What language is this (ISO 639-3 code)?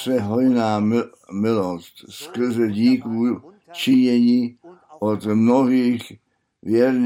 ces